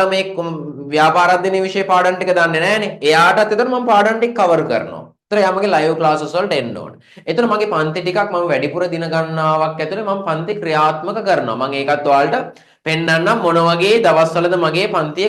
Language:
Sinhala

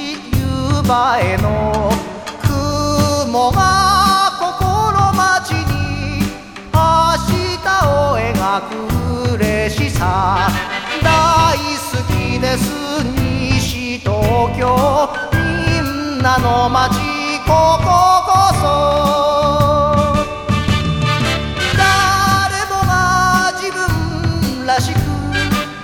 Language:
Japanese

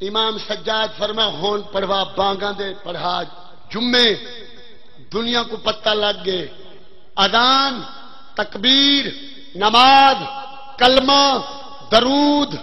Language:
Saraiki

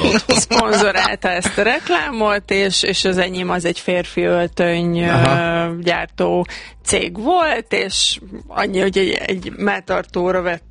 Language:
Hungarian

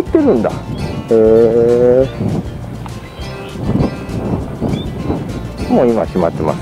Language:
Japanese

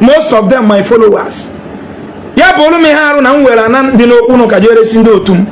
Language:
Igbo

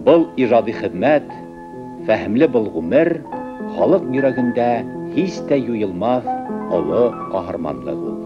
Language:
Bashkir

